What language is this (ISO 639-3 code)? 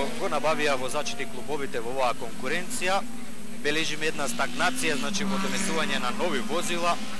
mkd